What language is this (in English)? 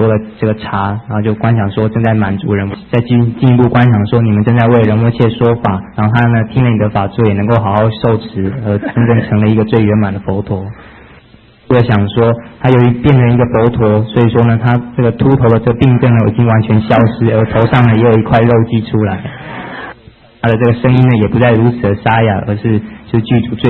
Chinese